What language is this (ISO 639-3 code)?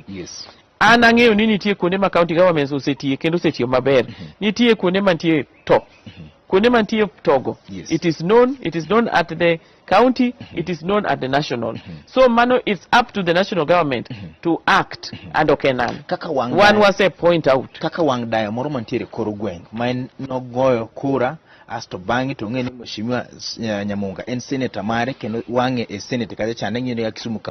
luo